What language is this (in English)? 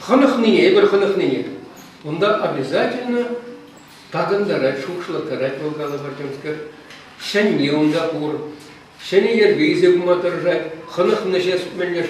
Chuvash